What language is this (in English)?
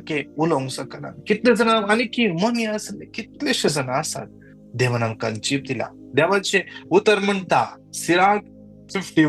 Konkani